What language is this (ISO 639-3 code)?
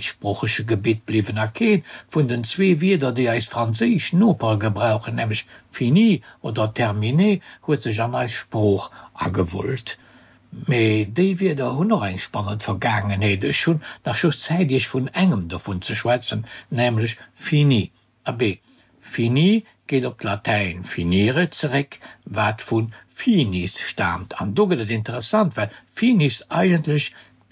ltz